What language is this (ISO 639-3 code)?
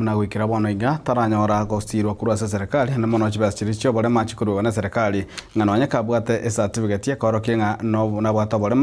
guz